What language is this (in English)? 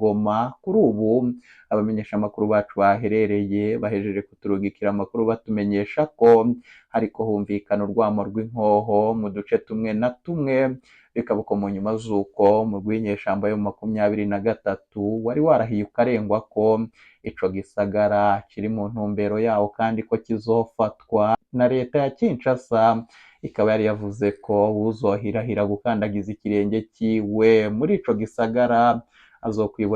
Rundi